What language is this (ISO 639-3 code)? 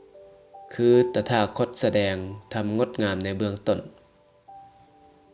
lao